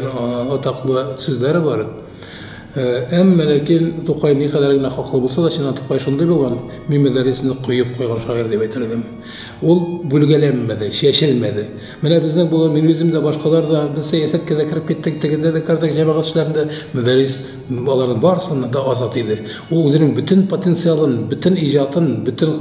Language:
Tatar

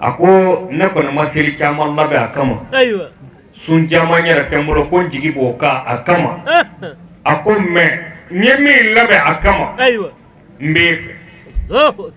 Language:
Bambara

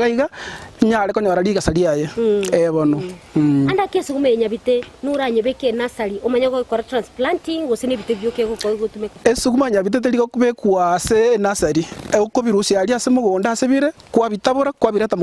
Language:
Gusii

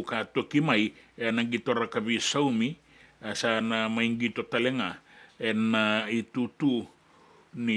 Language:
Fijian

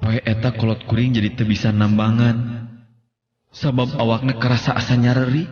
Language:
Sundanese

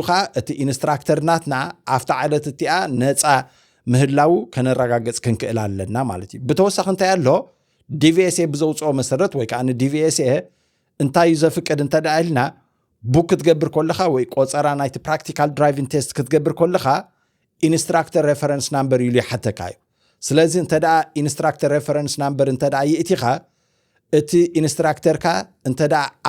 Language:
Tigrinya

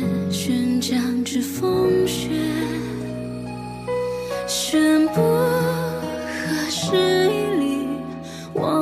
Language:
Chinese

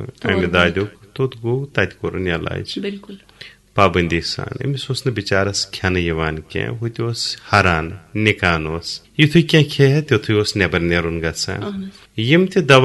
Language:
Kashmiri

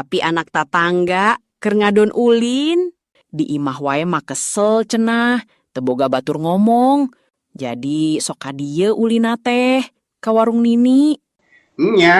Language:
Sundanese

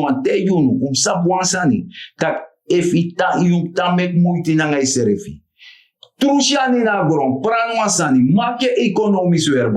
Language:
Sranan Tongo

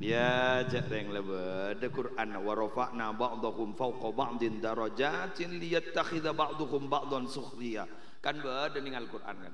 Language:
Madurese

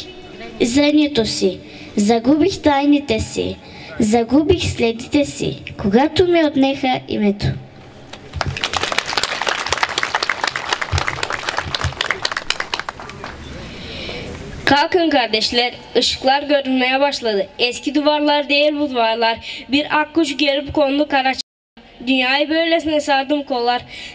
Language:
Bulgarian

